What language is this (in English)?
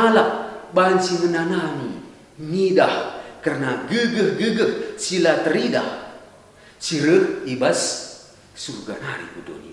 Batak Karo